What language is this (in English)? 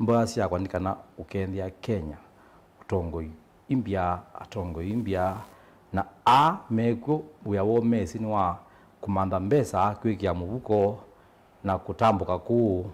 Kamba